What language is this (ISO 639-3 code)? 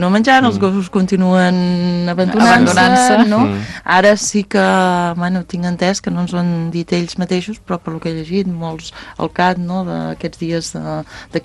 cat